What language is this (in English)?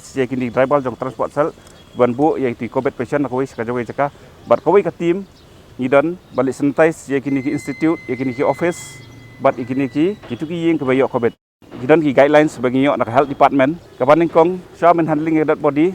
Khasi